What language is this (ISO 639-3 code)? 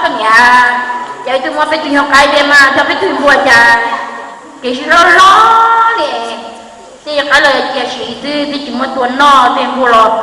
hmn